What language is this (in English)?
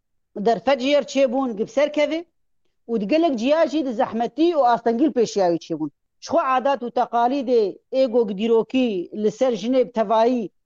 Kurdish